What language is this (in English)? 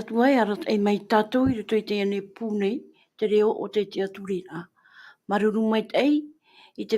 Tahitian